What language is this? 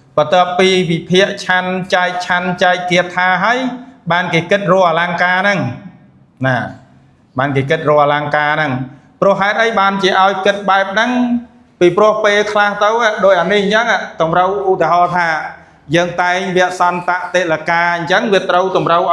Khmer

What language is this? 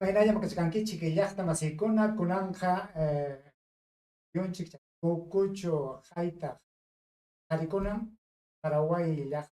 Ayacucho Quechua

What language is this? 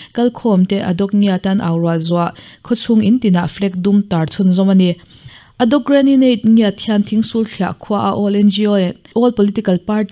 Mizo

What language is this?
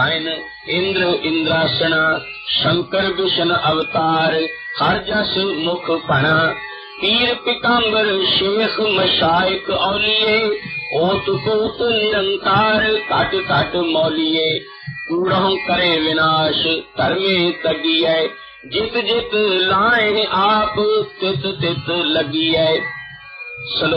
Punjabi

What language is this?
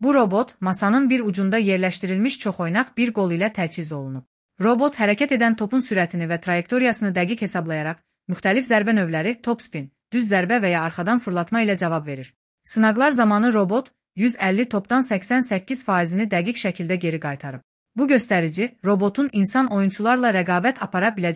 Azerbaijani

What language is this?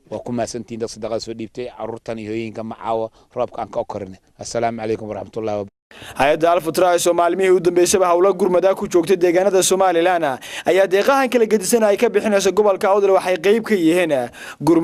Somali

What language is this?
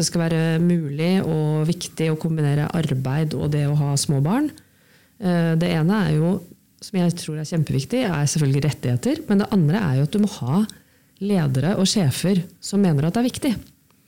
Norwegian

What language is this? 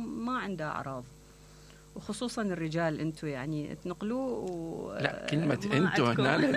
Mesopotamian Arabic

